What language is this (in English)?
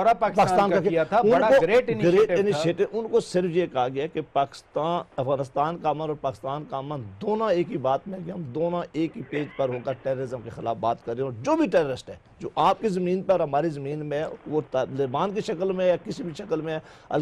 Urdu